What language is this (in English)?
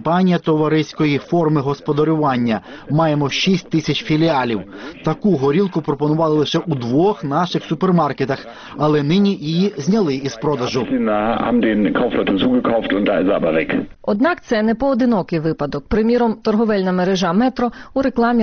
Ukrainian